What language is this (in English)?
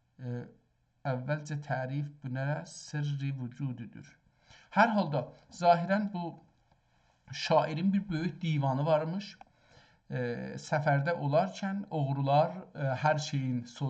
South Azerbaijani